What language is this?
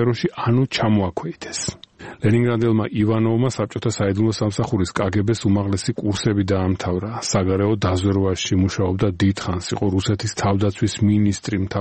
Georgian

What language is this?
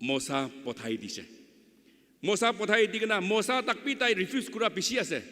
Naga Pidgin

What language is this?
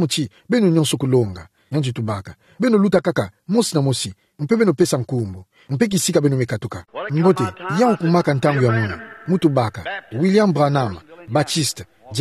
Kituba (Democratic Republic of Congo)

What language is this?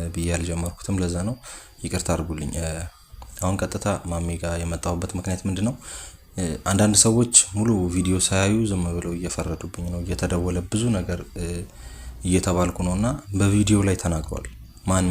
Amharic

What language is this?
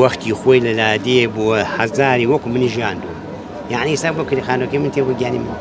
Central Kurdish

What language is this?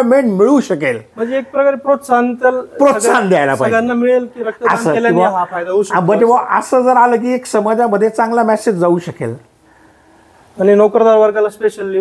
Marathi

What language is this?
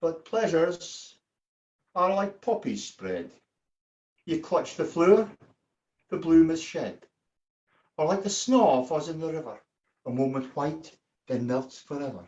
Scots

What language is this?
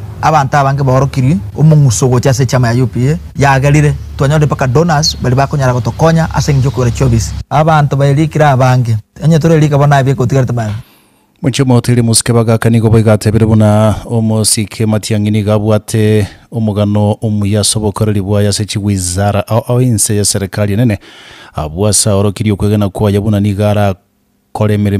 Gusii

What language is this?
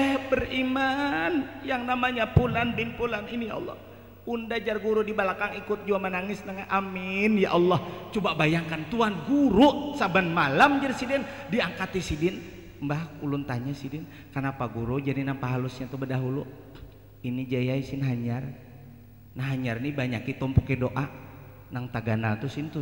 Banjar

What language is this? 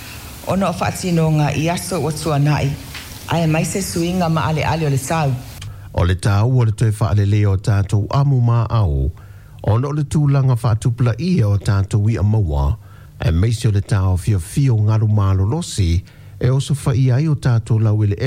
Samoan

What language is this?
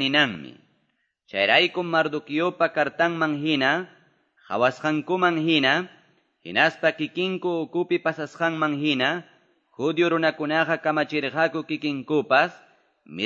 Quechua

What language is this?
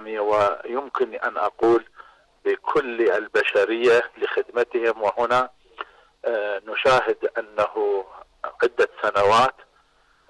Arabic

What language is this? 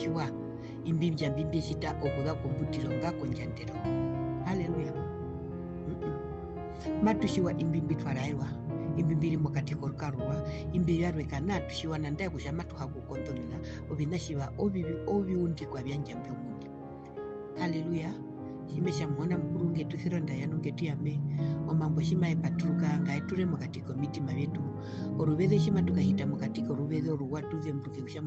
Herero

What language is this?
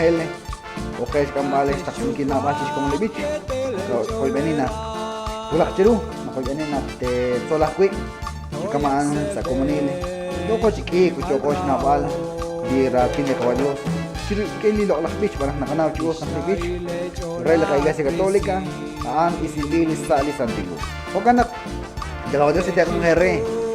Kekchí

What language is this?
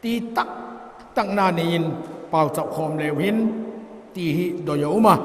Vaiphei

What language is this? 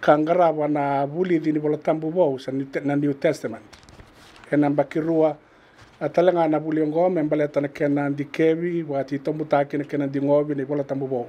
Fijian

